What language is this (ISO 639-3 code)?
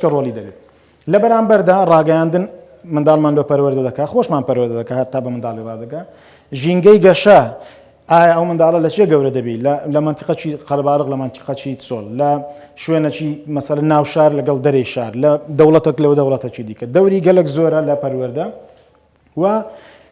ckb